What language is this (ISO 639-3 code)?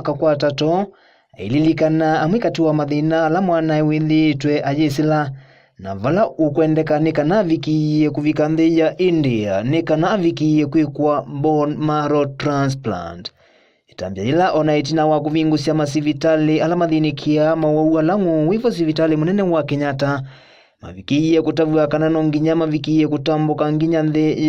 kam